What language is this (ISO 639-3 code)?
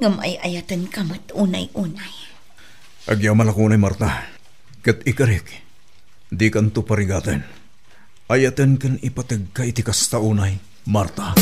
ilo